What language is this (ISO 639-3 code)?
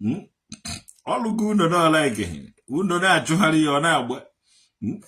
ibo